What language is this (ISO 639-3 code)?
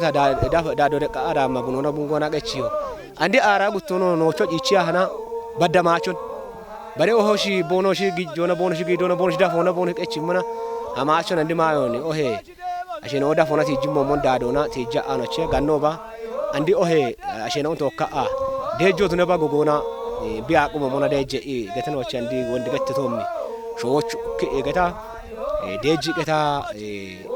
kbr